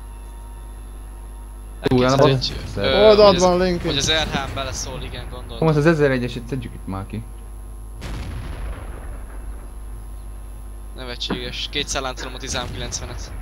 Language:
Hungarian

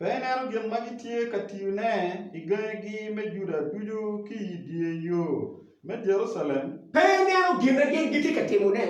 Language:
Acoli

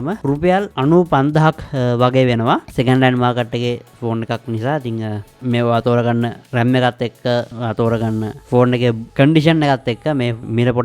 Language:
Sinhala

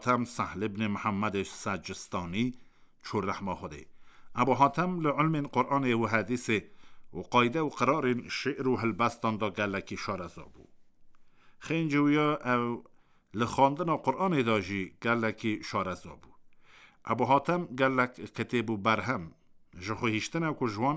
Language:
Kurdish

